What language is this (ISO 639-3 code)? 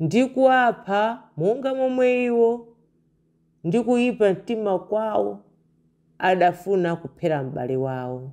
nya